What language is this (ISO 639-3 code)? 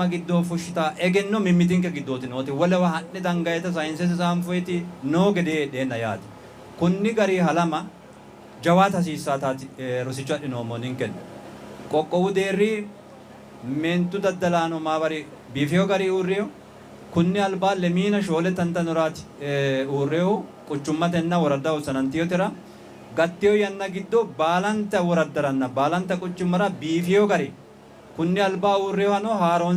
sid